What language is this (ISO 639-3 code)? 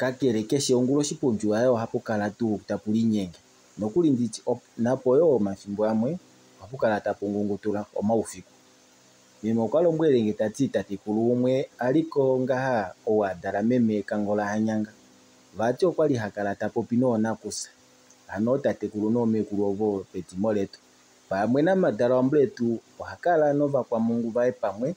kua